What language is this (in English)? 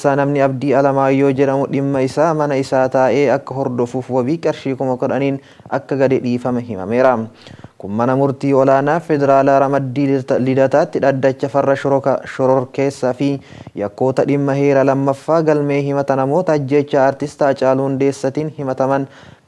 Oromo